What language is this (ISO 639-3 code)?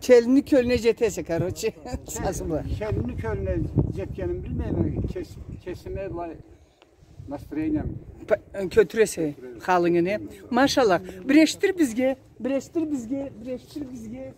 krc